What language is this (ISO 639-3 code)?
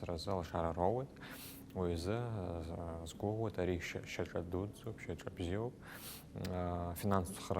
abk